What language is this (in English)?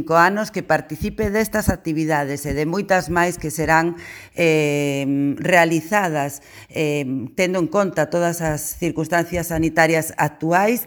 Galician